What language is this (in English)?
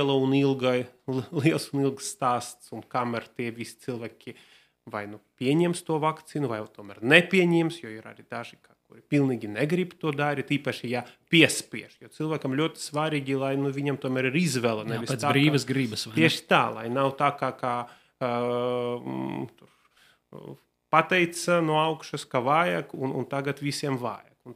Latvian